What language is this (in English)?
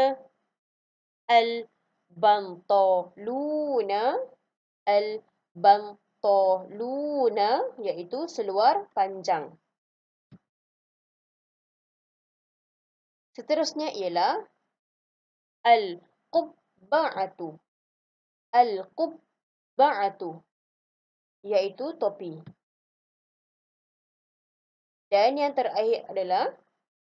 Malay